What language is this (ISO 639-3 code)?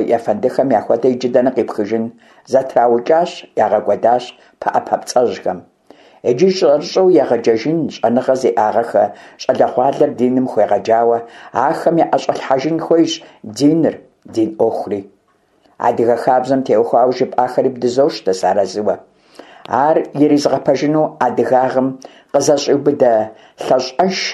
kbd